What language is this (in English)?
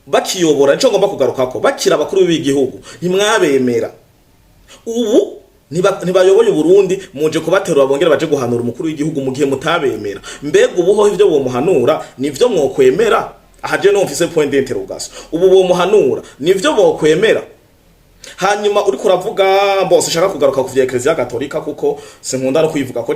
Rundi